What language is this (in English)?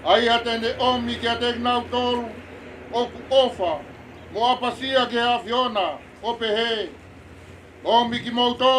Tongan